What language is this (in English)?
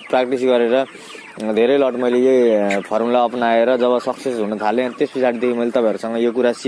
Nepali